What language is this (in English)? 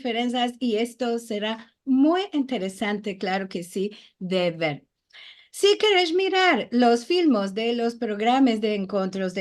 Ladino